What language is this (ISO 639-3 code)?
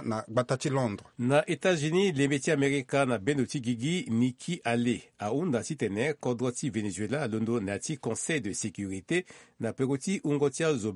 sag